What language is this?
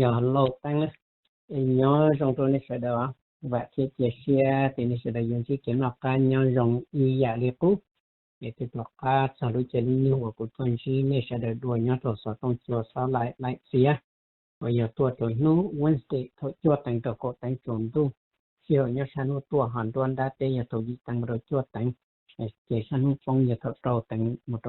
Hmong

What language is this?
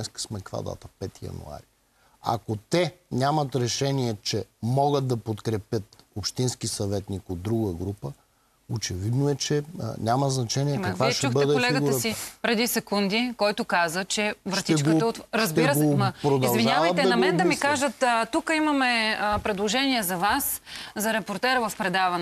Bulgarian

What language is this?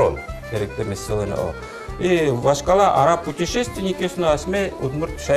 Udmurt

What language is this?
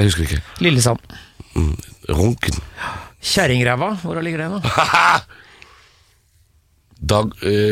Norwegian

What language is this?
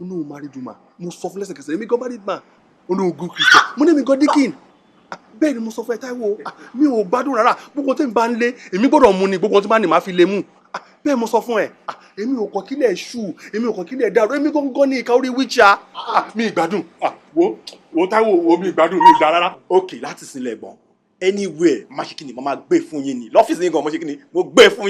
Yoruba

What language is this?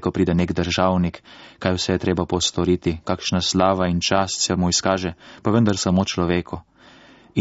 Slovenian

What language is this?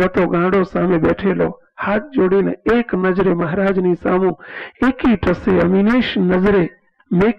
Gujarati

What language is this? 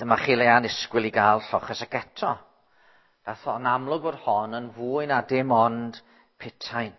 Welsh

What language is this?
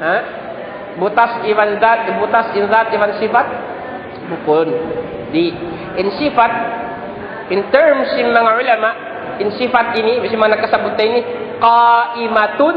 Tausug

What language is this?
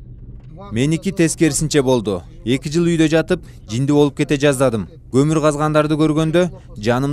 Kyrgyz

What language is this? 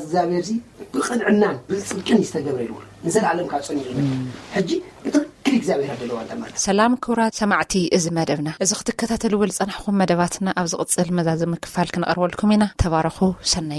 Tigrinya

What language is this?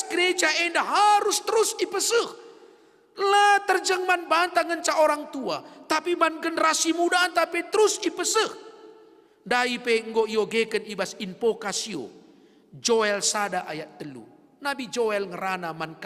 Batak Karo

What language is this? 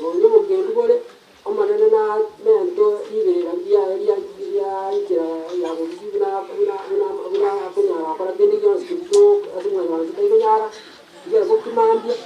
Gusii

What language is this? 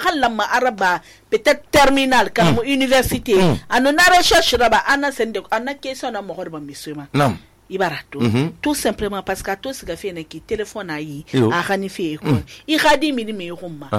Susu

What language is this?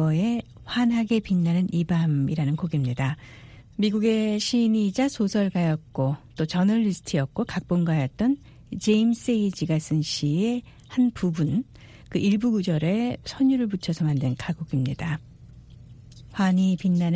Korean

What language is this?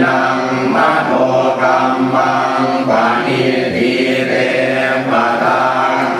Pali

